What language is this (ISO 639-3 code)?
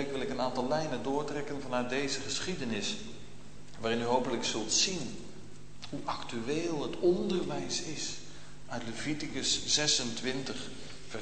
nld